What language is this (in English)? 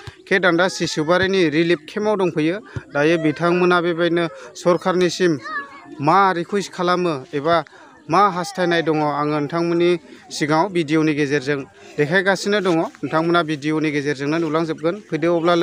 Bodo